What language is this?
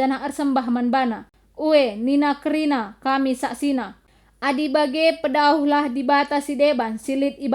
Batak Karo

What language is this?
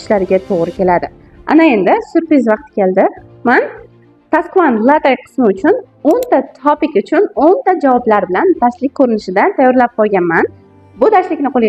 Uzbek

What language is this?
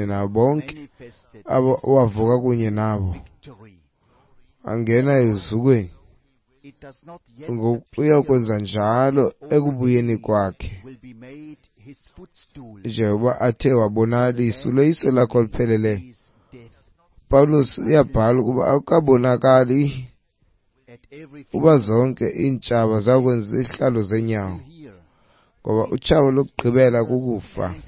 Xhosa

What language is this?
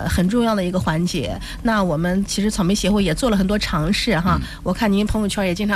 Chinese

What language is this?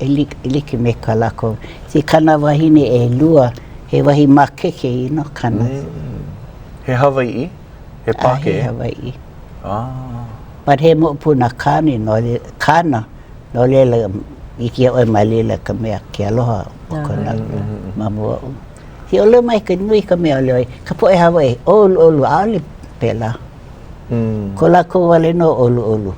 Hawaiian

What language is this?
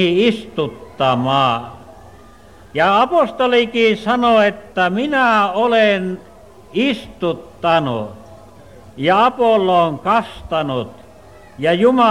Finnish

